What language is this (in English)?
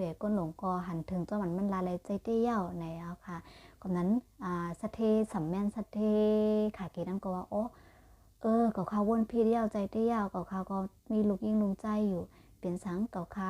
Shan